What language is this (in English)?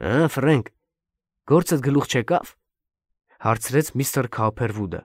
Armenian